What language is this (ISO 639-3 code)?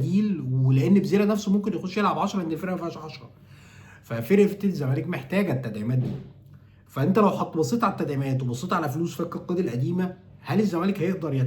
arz